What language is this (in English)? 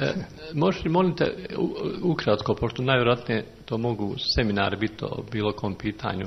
Serbian